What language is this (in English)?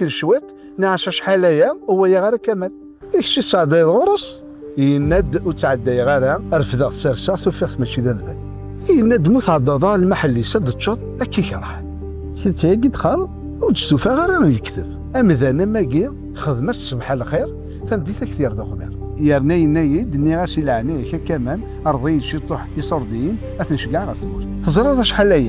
Kabyle